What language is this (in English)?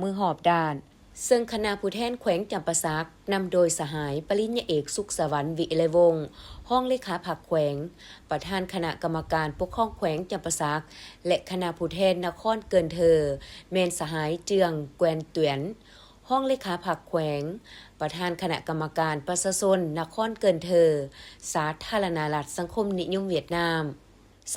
Lao